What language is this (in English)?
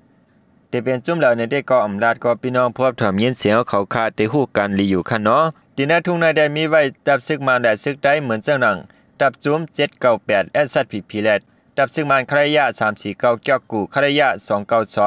Shan